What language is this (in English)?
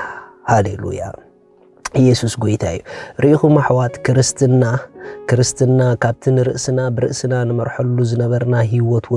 Tigrinya